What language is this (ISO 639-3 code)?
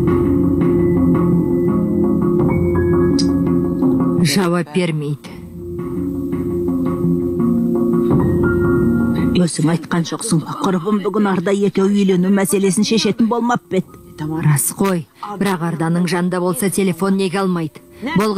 kaz